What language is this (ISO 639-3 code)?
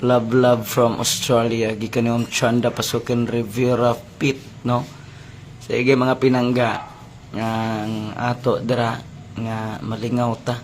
ceb